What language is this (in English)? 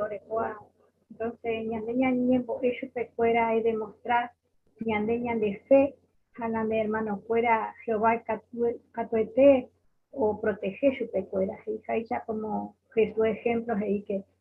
Guarani